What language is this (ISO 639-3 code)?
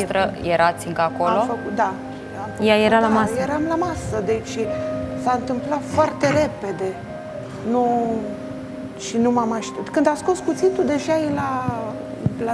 ron